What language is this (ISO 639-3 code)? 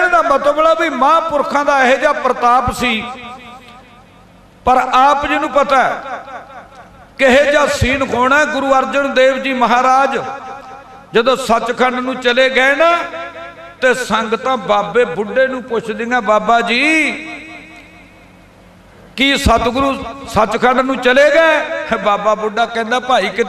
pan